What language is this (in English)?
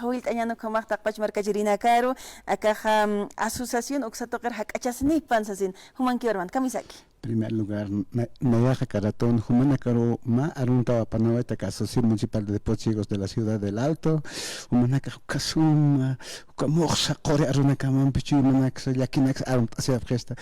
Aymara